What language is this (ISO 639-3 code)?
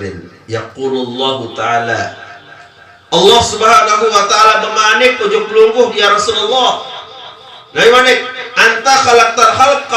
sas